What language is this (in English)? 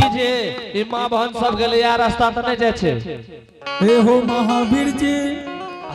Angika